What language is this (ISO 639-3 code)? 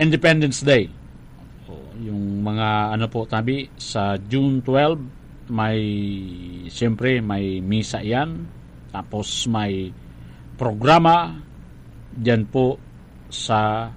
bik